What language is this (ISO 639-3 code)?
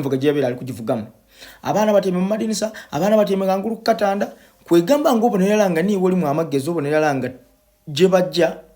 lug